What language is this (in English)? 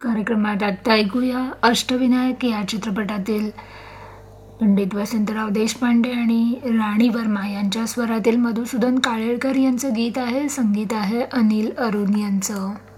Marathi